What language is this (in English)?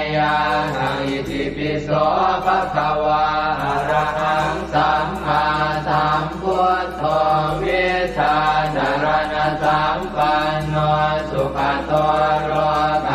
Pali